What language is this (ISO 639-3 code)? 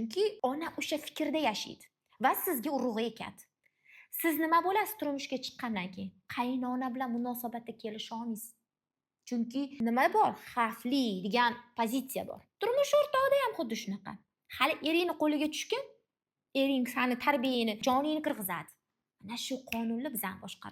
uzb